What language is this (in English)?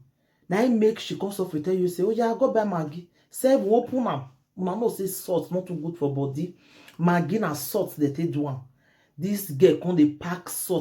Nigerian Pidgin